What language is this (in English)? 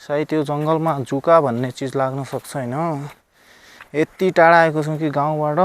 Nepali